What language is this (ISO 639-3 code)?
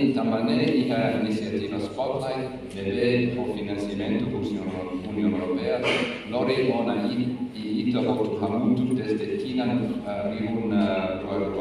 tet